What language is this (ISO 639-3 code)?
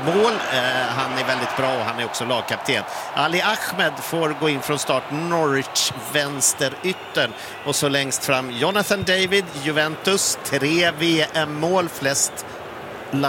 swe